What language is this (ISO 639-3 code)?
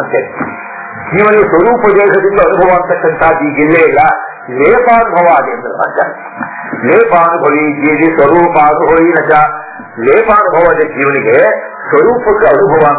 kan